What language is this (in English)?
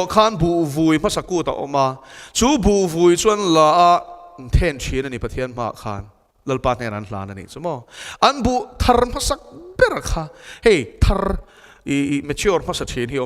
Mizo